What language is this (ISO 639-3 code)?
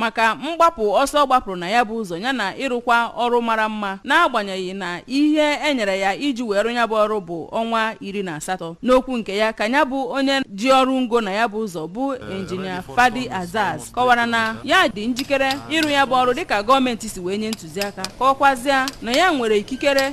ibo